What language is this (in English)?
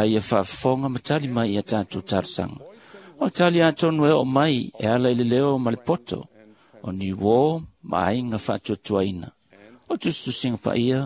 Samoan